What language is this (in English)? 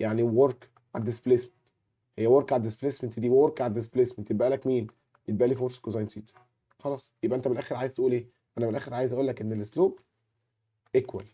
Egyptian Arabic